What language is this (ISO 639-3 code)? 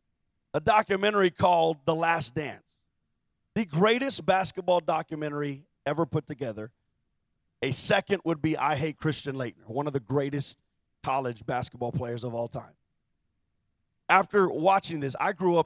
eng